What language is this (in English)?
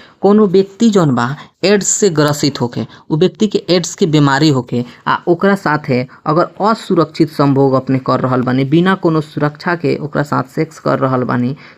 Bhojpuri